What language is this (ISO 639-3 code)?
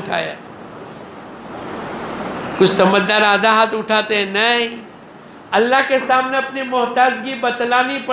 urd